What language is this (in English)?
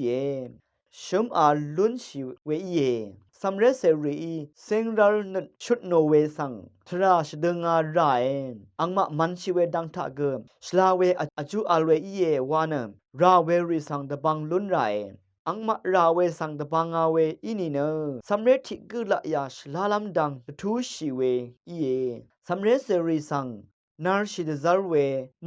Rawang